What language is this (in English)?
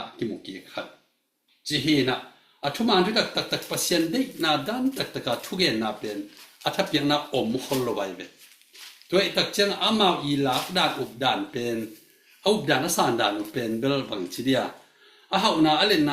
Tedim Chin